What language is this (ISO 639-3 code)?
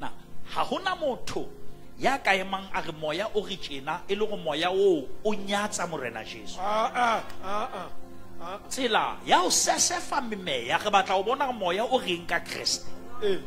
sot